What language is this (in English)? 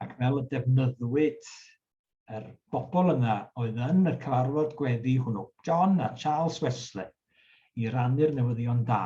Welsh